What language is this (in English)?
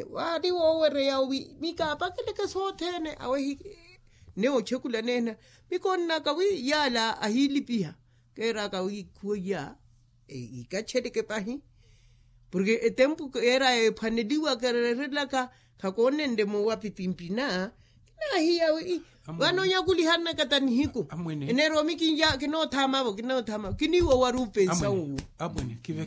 Makhuwa